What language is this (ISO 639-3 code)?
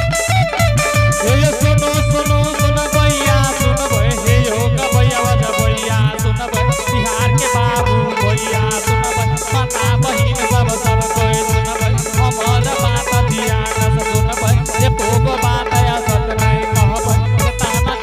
anp